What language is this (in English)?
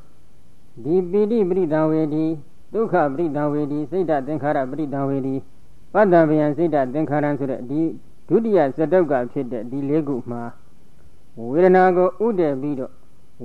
Burmese